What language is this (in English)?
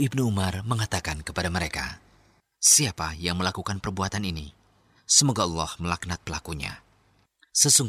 Indonesian